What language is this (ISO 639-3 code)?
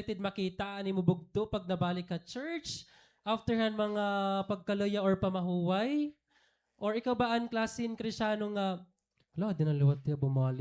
war